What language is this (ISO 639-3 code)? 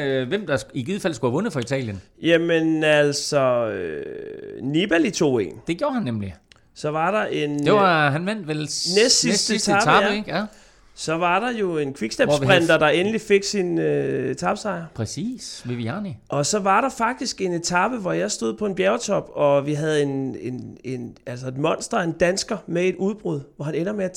dan